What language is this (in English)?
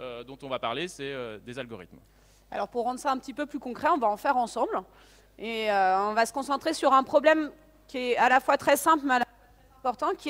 French